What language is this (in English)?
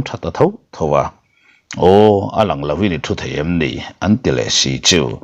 Mizo